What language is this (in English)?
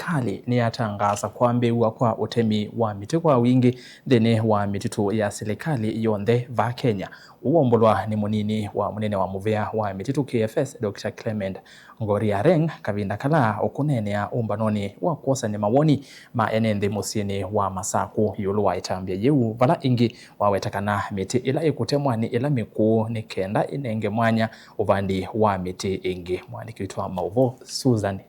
Kamba